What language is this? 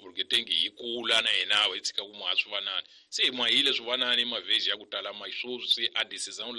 Tsonga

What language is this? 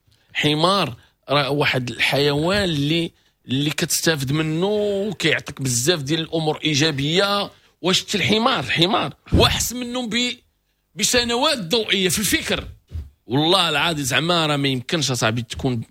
Moroccan Arabic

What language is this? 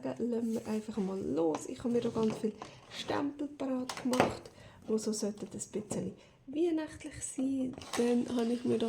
Swiss German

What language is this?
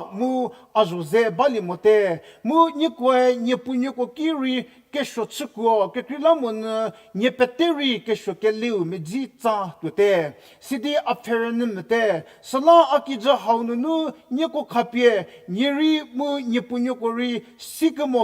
Angami Naga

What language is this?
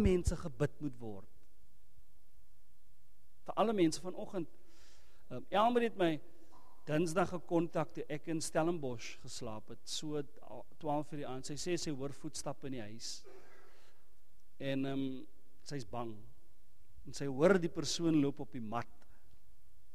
Afrikaans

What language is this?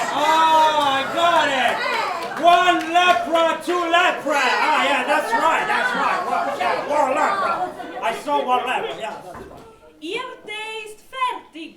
Neapolitan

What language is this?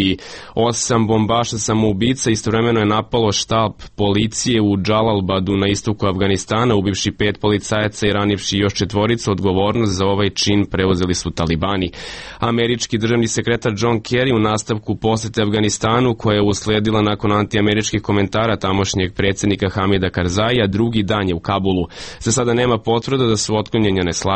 Serbian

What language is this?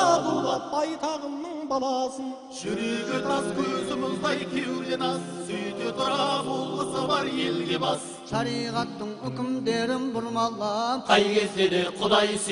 Kazakh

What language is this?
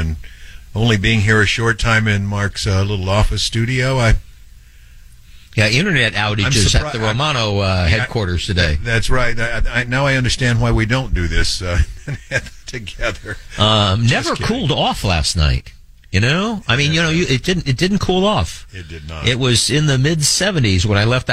English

